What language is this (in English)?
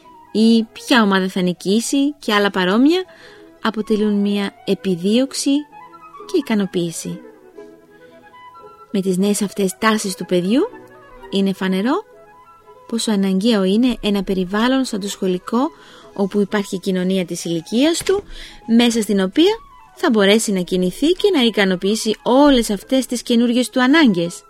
Greek